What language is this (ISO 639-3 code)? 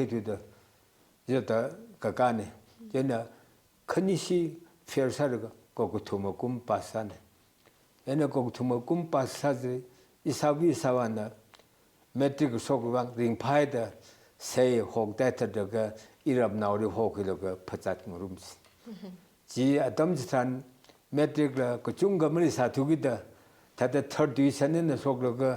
nmf